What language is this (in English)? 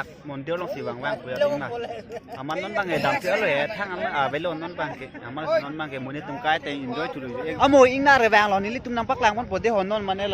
Karbi